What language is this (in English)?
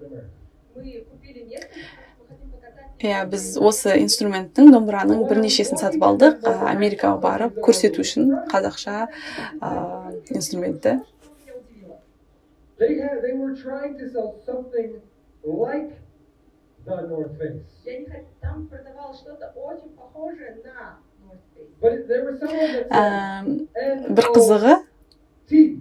Kazakh